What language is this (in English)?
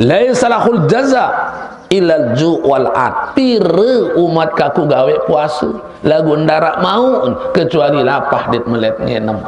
Sasak